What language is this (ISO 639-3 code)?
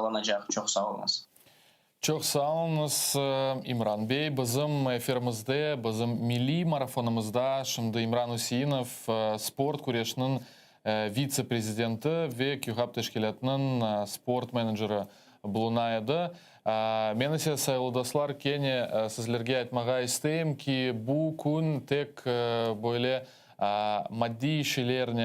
crh